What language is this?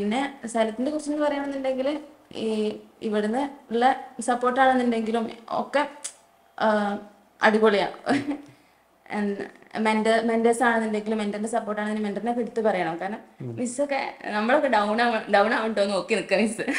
Malayalam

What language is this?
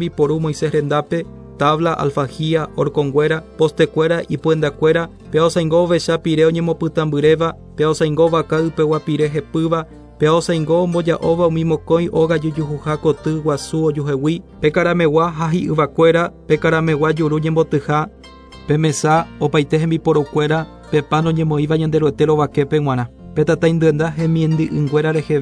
Guarani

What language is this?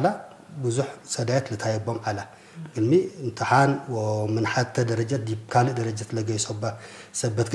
Tigre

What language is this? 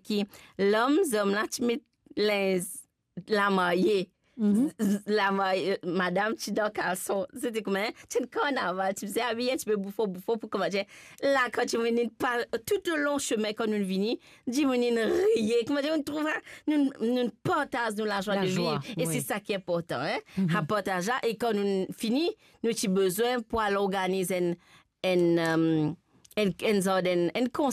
Morisyen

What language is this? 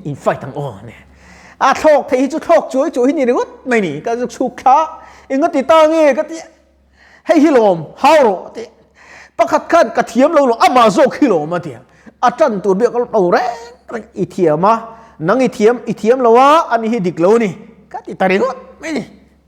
Mizo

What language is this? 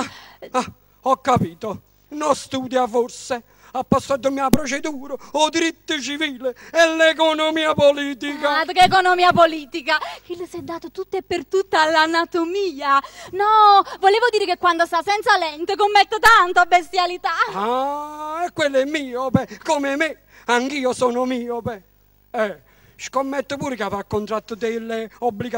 Neapolitan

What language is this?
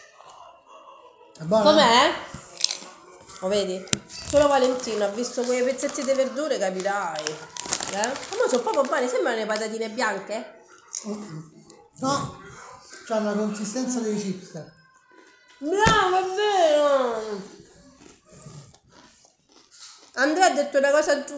Italian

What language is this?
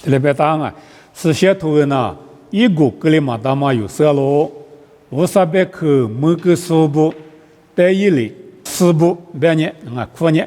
Lisu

